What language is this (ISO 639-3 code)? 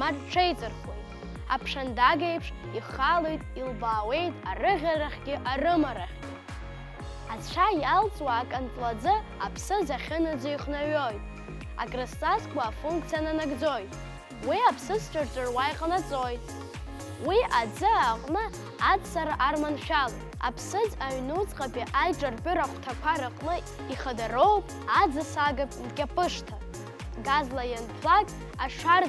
abk